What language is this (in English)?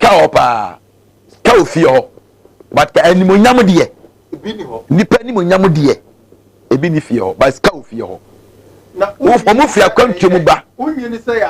Akan